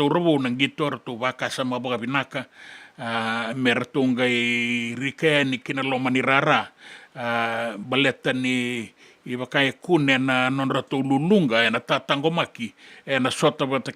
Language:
Fijian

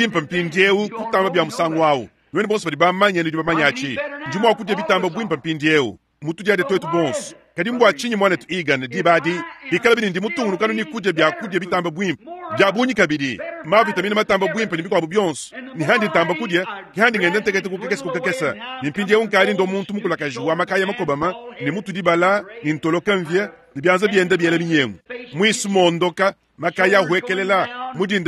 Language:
Luba-Lulua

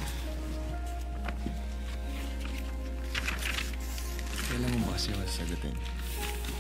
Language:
Filipino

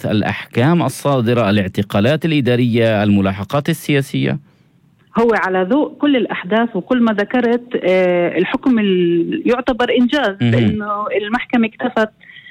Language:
North Levantine Arabic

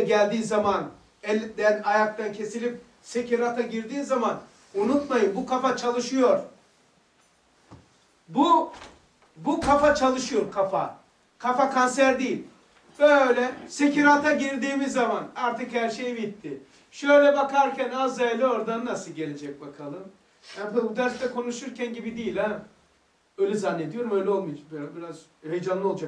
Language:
Turkish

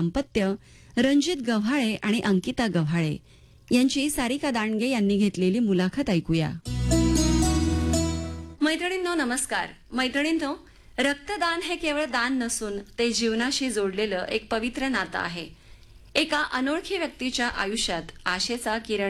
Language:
Marathi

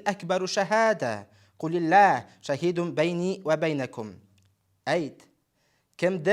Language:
Bashkir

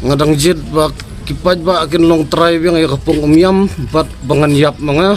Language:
Khasi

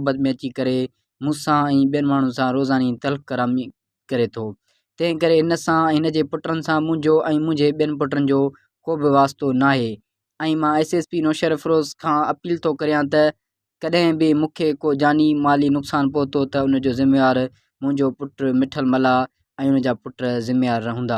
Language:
Sindhi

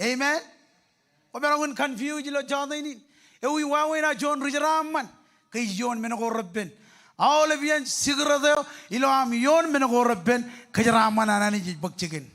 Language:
Marshallese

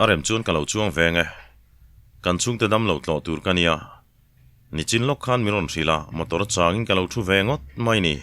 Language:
Mizo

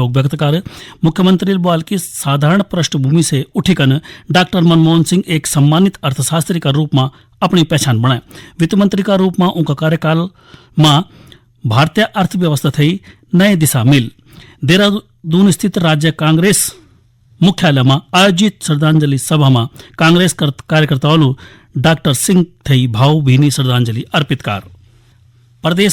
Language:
Garhwali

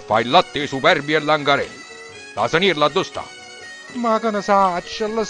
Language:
Neapolitan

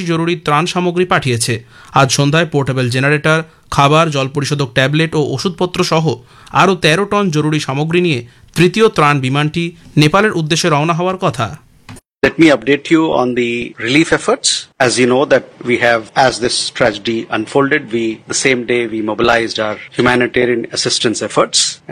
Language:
Bangla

